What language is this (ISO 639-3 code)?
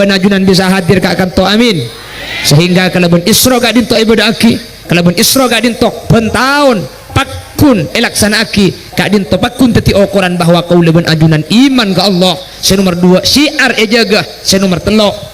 mad